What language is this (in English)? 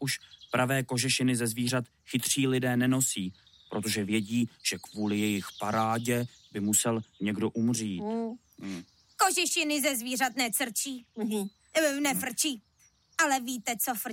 Czech